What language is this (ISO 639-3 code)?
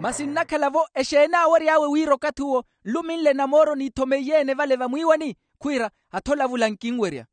vmw